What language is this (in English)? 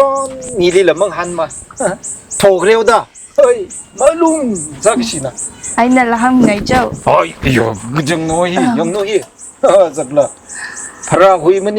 Tangkhul Naga (India)